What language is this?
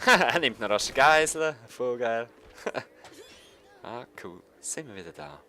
Swiss German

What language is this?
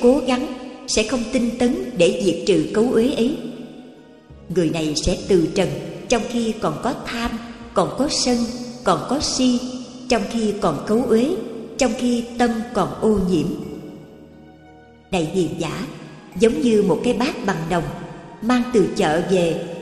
Vietnamese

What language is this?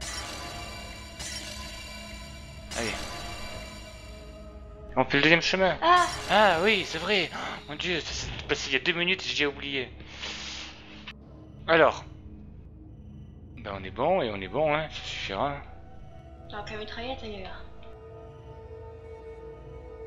French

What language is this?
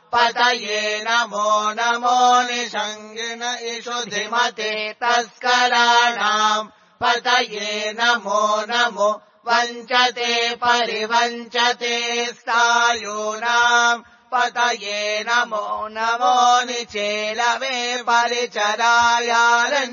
Sanskrit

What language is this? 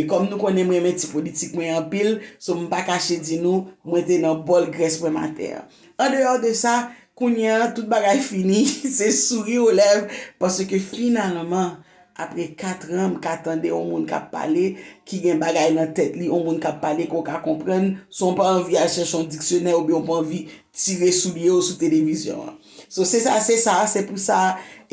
Haitian Creole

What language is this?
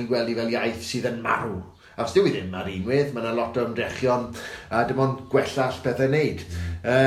Welsh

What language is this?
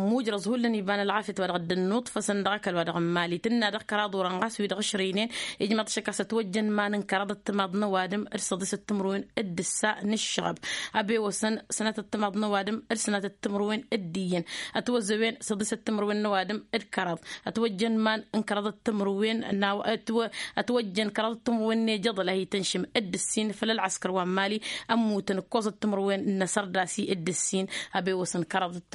Tamasheq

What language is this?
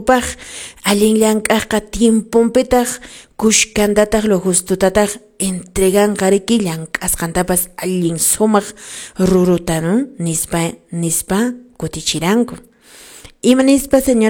Quechua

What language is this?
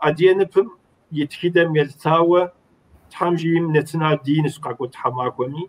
Kabardian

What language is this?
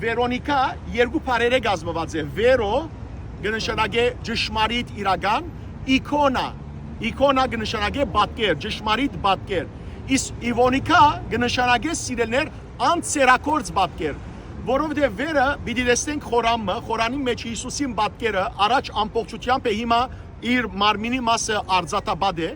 Western Armenian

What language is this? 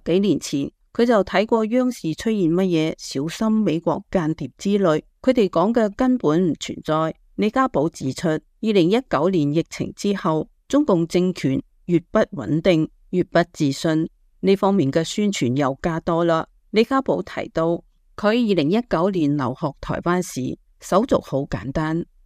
Cantonese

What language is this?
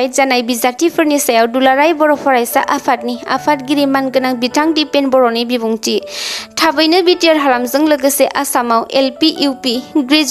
Bodo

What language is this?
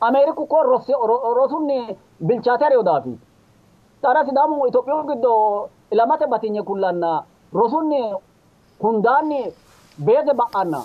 Sidamo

